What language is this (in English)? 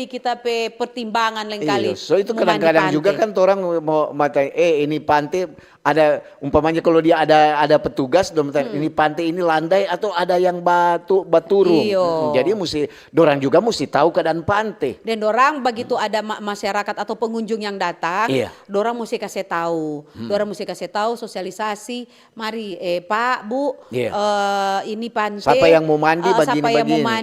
Manado Malay